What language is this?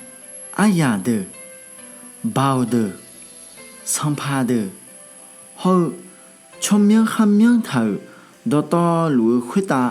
Akha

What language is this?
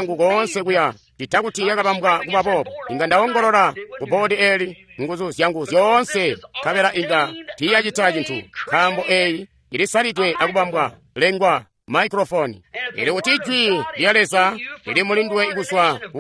Tonga (Zambia)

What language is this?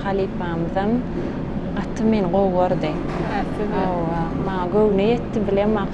Turkmen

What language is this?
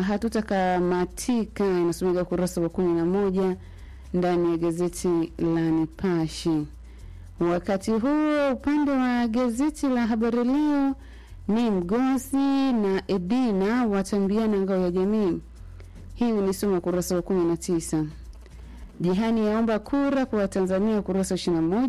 Swahili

